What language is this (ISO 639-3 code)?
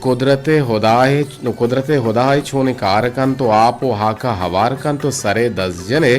bgp